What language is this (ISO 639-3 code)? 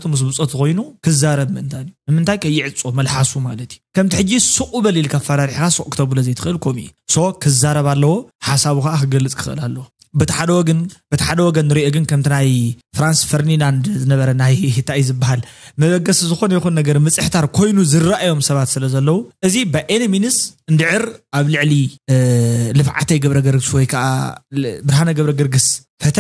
tir